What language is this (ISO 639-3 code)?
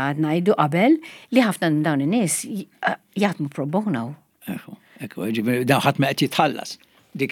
mlt